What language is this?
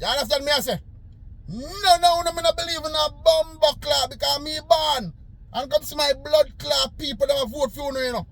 Jamaican Creole English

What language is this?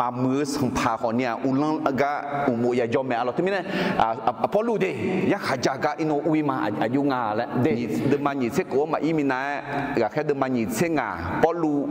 Akha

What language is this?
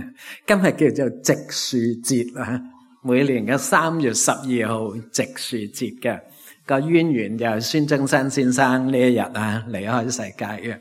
Cantonese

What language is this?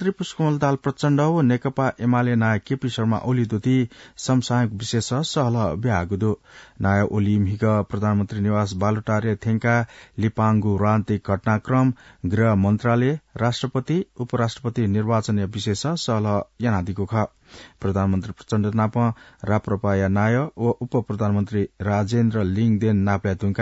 Newari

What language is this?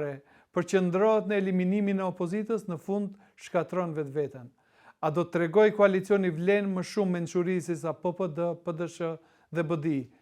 Albanian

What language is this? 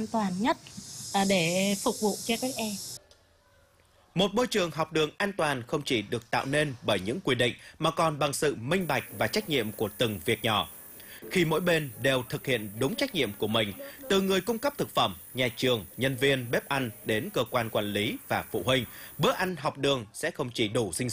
Vietnamese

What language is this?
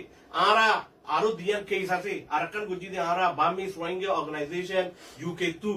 Rohingya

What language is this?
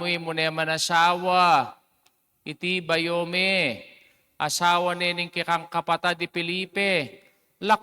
Pampanga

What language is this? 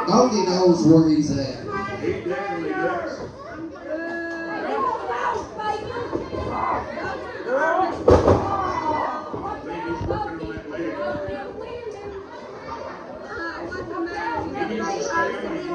English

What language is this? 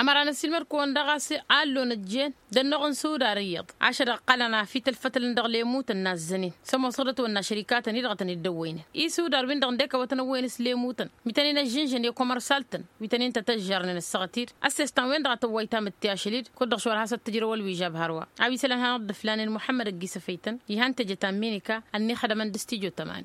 Tamasheq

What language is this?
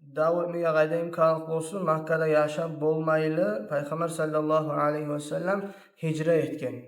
Kumyk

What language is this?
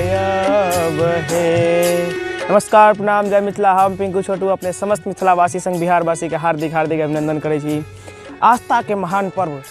Maithili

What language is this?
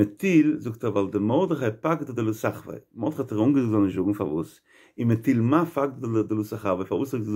Yiddish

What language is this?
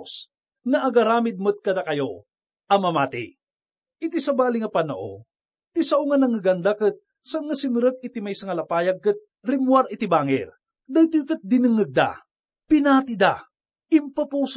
Iloko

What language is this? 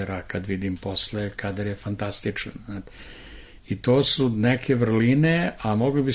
Serbian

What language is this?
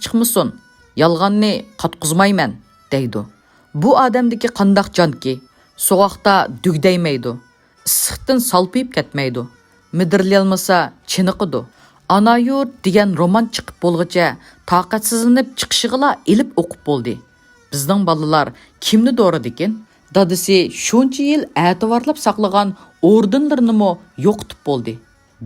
Uyghur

